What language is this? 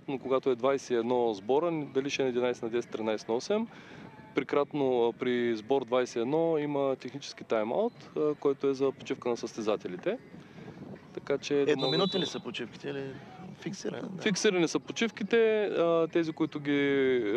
Bulgarian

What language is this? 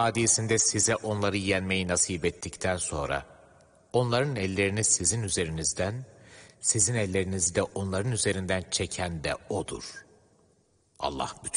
Turkish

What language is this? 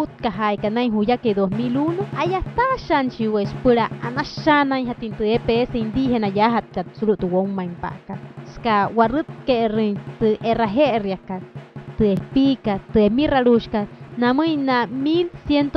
Wayuu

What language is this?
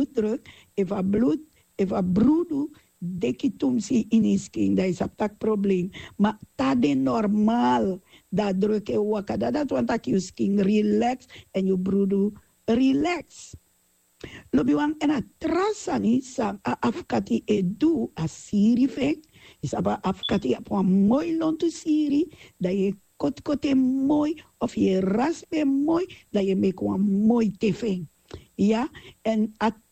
Sranan Tongo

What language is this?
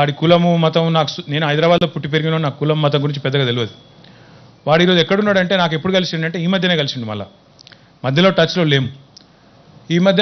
Telugu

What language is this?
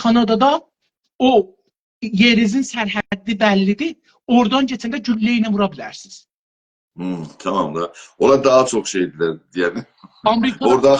South Azerbaijani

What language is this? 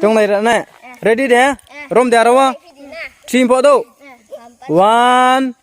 Riang (India)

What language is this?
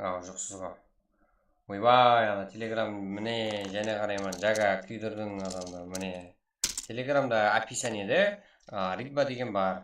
Kara-Kalpak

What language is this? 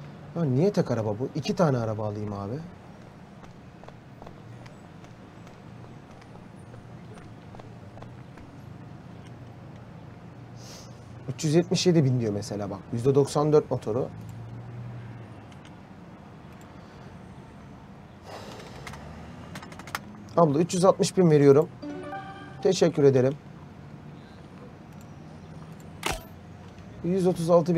Turkish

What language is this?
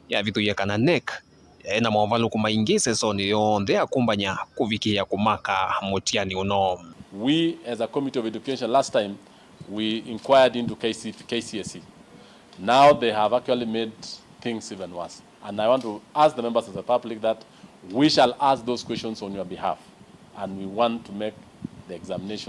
Kamba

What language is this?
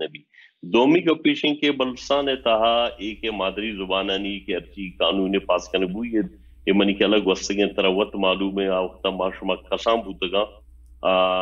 Baluchi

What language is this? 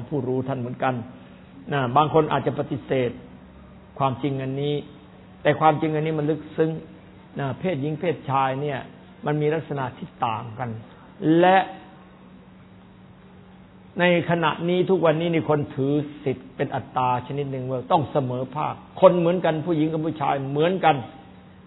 Thai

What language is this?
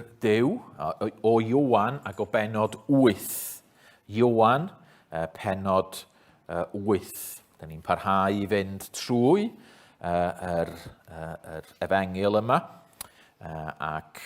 Welsh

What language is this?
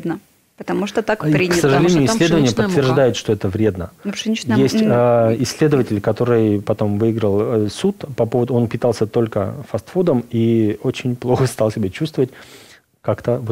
Russian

